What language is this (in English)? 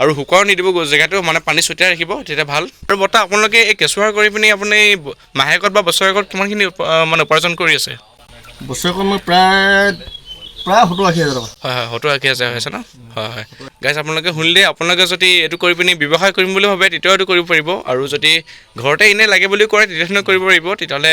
Assamese